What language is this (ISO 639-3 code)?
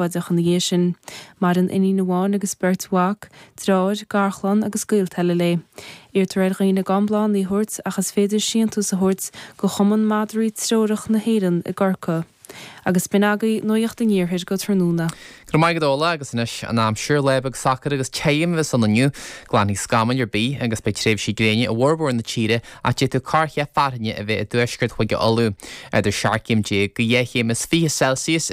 gle